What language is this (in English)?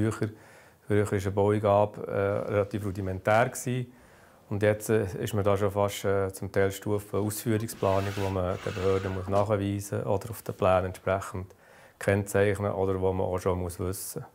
Swiss German